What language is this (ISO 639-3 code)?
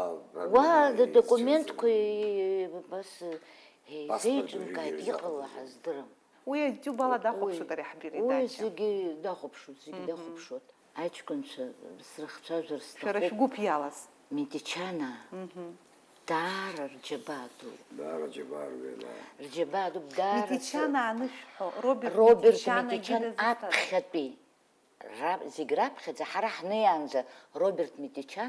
abk